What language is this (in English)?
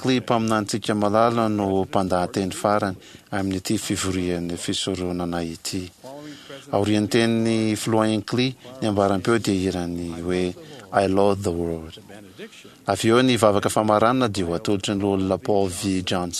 Malagasy